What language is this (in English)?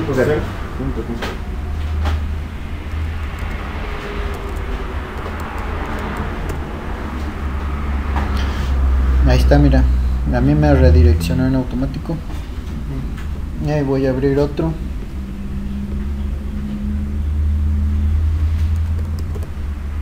Spanish